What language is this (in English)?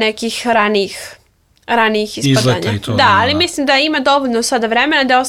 Serbian